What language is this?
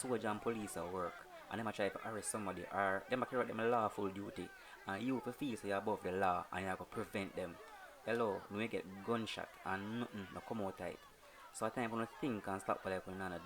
Jamaican Creole English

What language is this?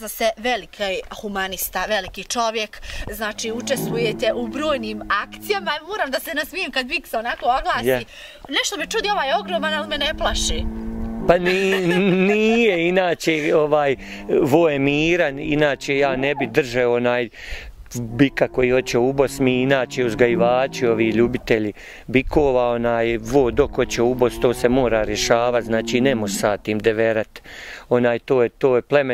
Bosnian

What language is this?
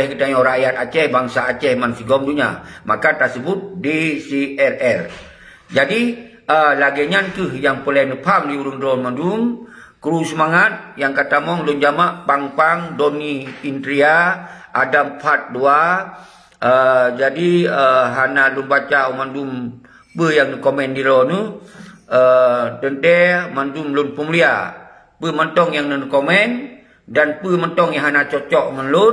Achinese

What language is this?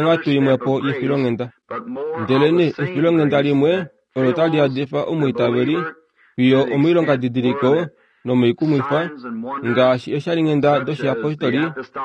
Kuanyama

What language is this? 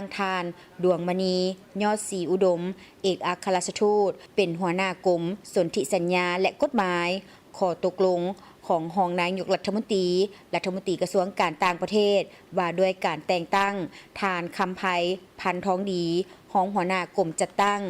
Lao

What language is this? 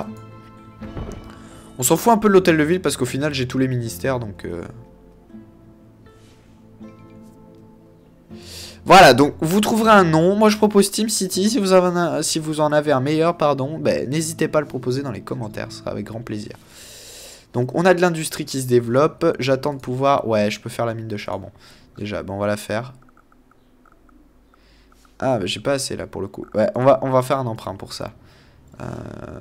French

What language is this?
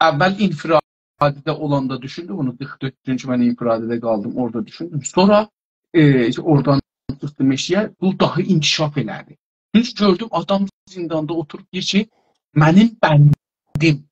South Azerbaijani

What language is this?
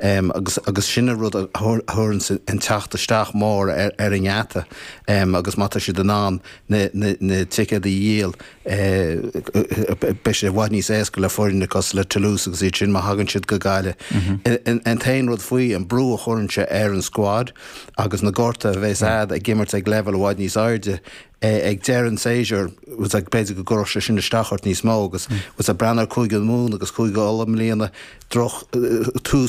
Irish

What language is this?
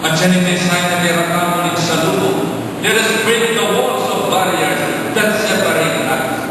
Pampanga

